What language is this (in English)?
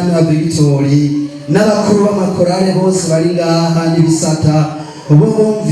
Rundi